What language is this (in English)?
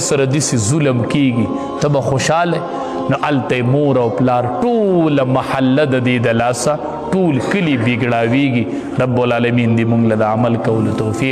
Pashto